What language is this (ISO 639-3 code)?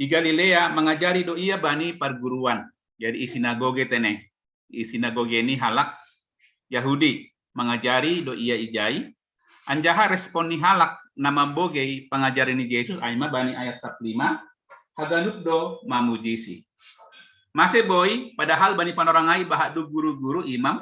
bts